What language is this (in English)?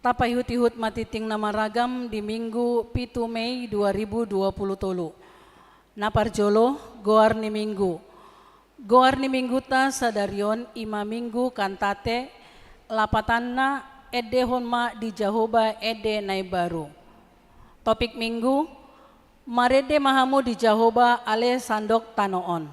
Batak Toba